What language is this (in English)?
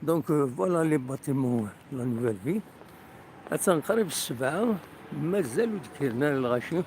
Kabyle